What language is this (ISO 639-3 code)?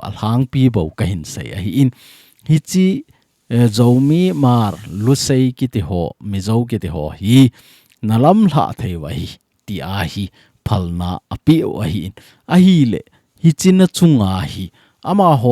tcz